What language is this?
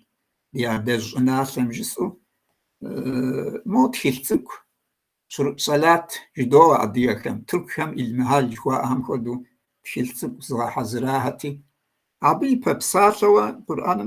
Kabardian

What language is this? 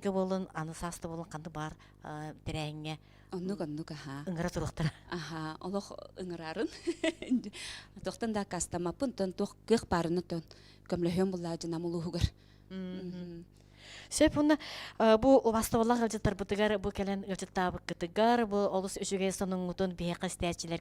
Yakut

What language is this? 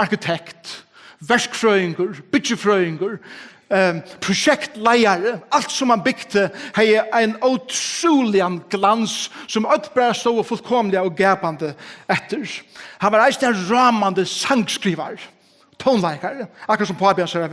Faroese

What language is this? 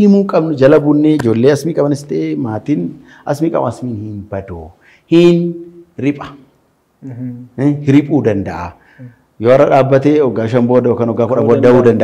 Oromo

